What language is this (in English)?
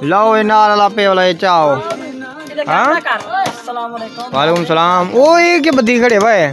Saraiki